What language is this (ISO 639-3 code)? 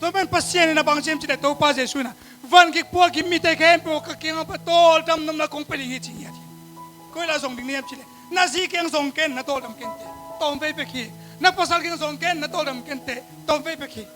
ctd